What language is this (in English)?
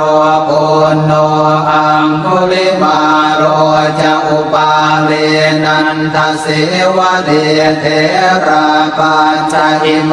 Pali